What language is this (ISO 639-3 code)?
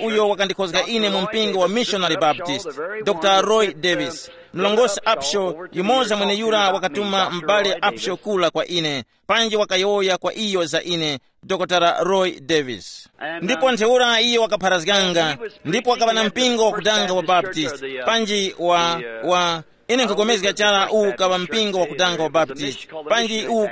tum